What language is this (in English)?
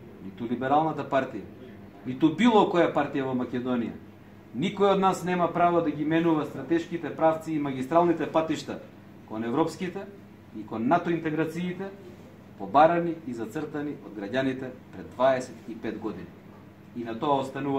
Macedonian